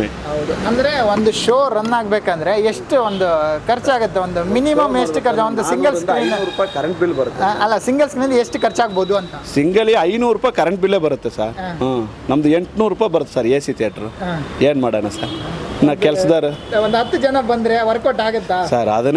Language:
Kannada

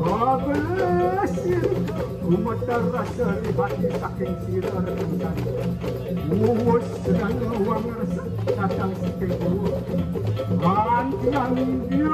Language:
Balinese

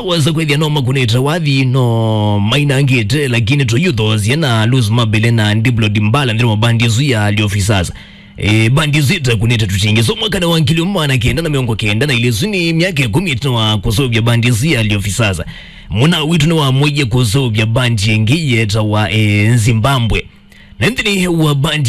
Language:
Kamba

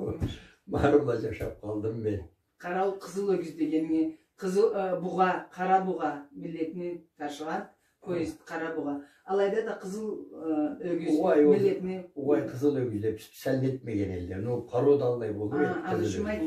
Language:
Karachay-Balkar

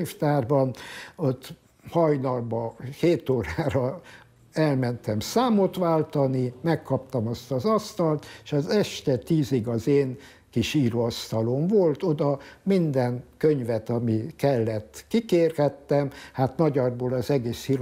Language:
Hungarian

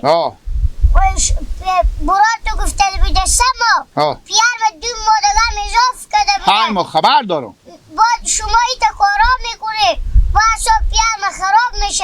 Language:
Hazaragi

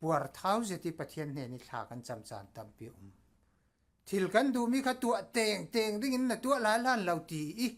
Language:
Falam Chin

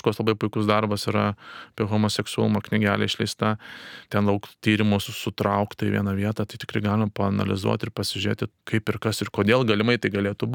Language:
Lithuanian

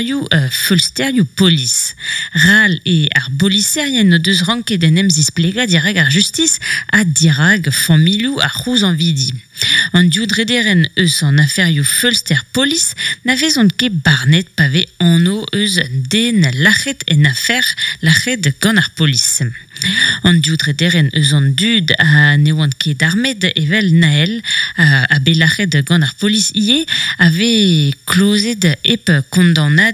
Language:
Breton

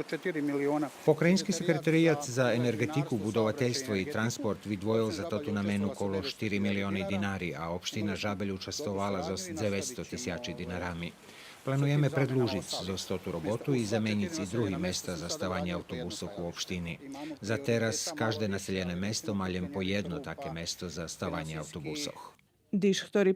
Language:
Rusyn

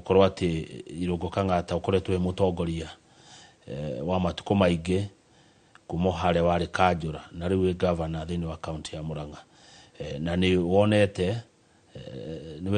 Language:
Kikuyu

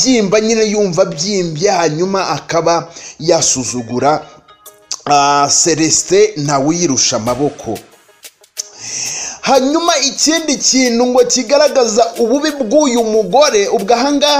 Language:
Kinyarwanda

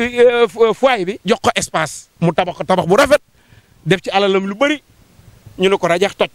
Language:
Wolof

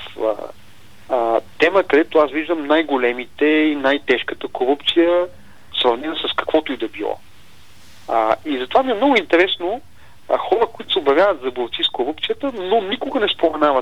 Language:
Bulgarian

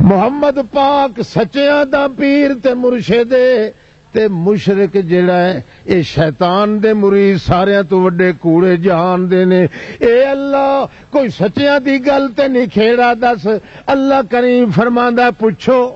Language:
Western Panjabi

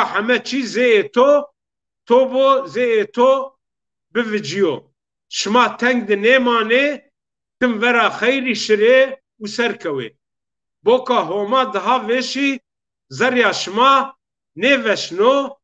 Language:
Zaza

